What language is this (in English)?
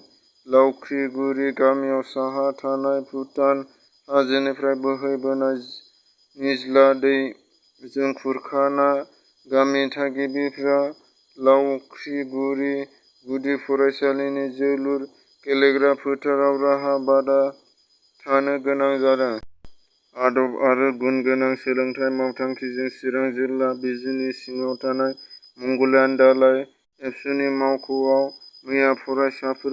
Bodo